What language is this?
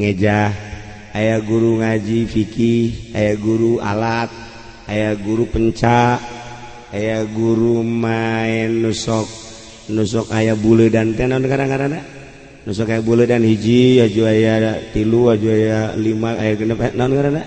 Sundanese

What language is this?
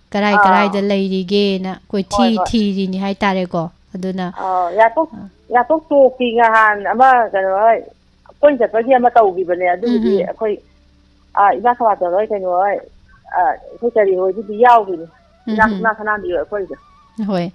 Manipuri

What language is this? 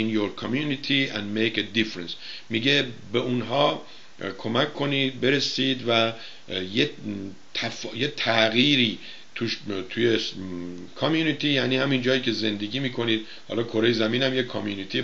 Persian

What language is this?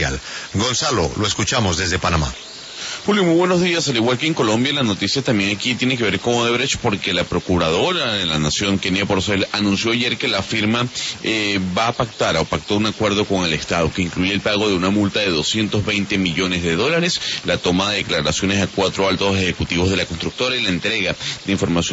Spanish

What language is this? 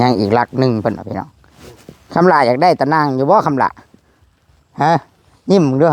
Northeastern Thai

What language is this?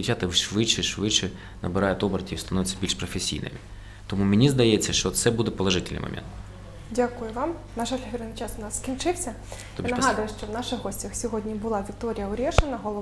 Ukrainian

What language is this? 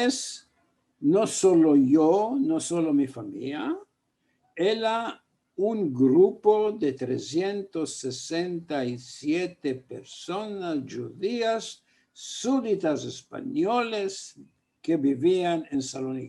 Ladino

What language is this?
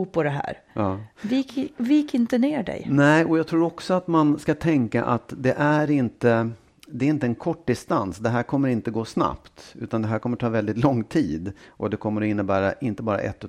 Swedish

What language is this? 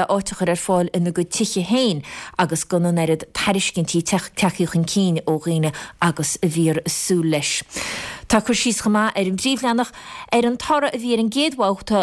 Irish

